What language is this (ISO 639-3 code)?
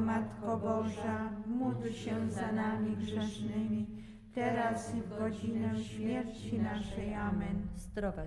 pol